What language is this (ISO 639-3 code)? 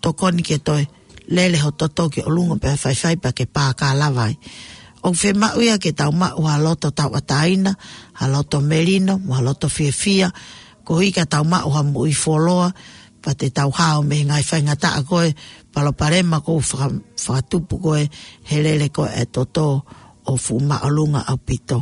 ton